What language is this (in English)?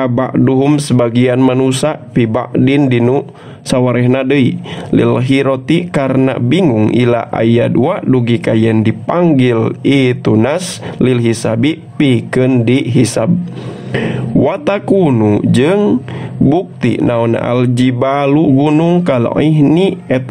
Sundanese